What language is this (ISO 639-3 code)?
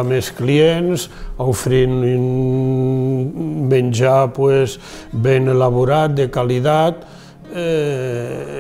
oci